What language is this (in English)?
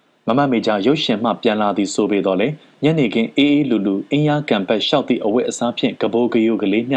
Burmese